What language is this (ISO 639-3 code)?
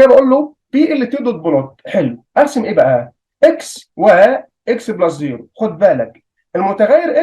arz